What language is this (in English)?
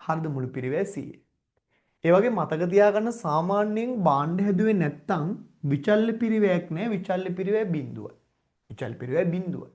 Sinhala